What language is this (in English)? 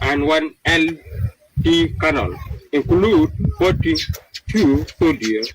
Nuer